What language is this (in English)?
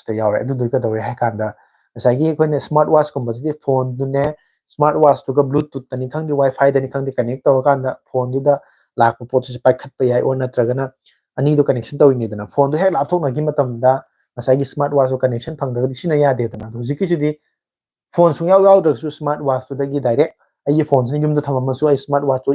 Manipuri